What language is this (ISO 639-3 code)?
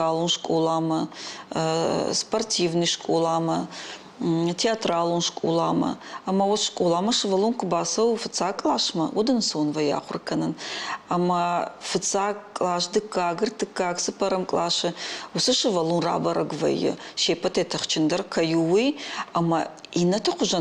oss